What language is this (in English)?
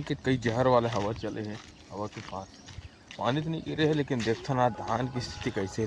Chhattisgarhi